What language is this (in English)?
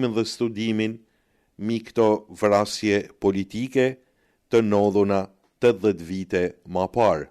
Albanian